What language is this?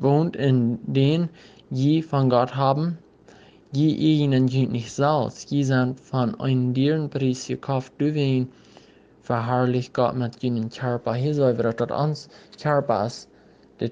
Plautdietsch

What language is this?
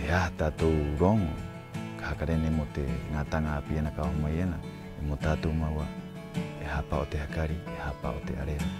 Rapanui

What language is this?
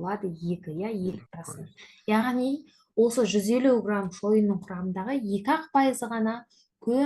Kazakh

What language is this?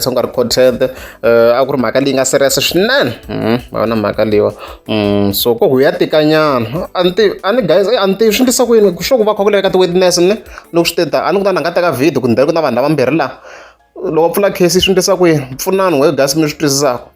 Tsonga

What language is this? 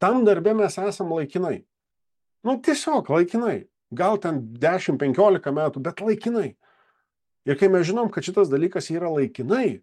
Lithuanian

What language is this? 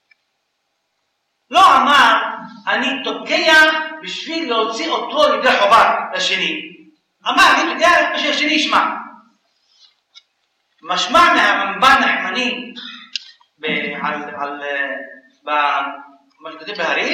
Hebrew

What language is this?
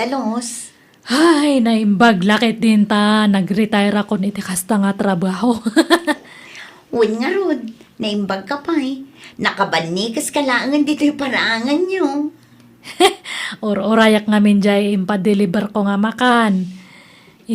Iloko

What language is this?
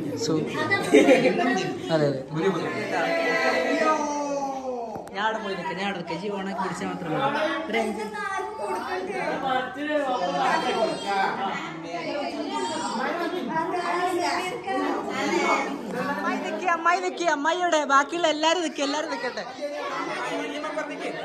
Malayalam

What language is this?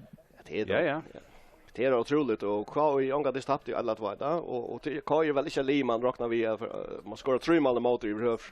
Faroese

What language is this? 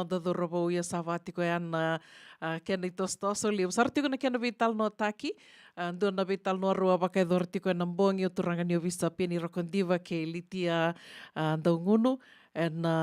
Fijian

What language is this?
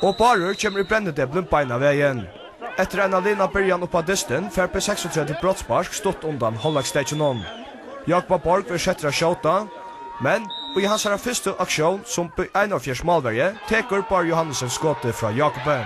Faroese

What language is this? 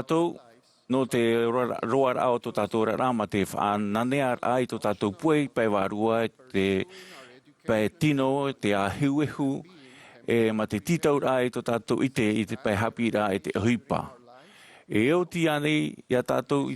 Tahitian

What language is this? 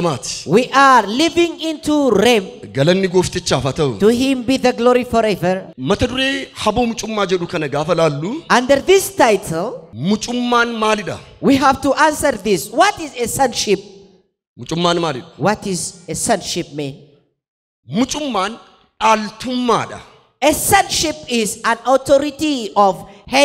Oromo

